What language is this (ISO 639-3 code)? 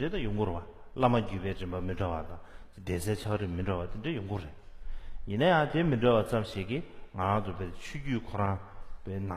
bod